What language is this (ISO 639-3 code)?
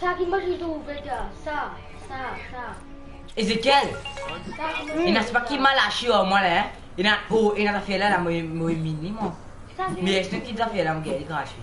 mfe